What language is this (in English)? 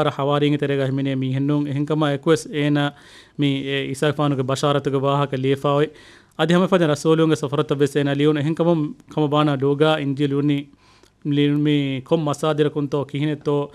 Divehi